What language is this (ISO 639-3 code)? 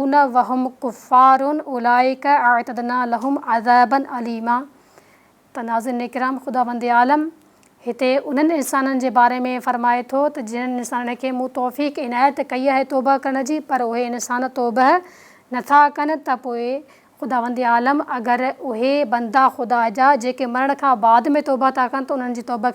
snd